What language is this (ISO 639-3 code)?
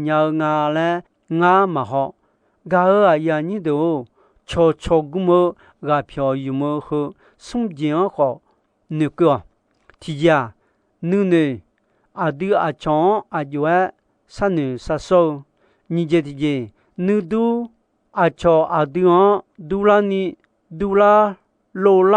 ahk